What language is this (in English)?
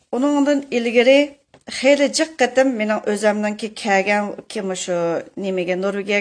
Uyghur